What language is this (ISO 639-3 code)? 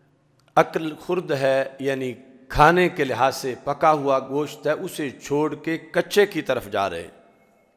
urd